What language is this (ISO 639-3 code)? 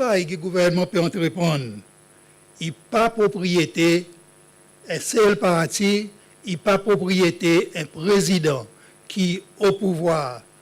crs